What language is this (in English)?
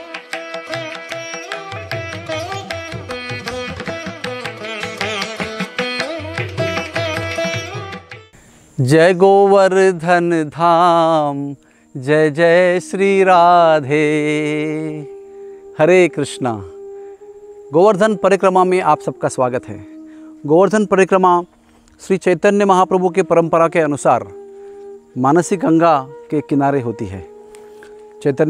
Hindi